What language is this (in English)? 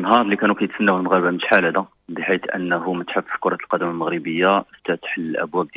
Moroccan Arabic